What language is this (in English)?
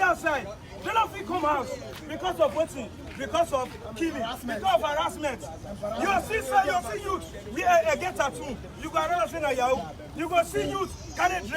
Nigerian Pidgin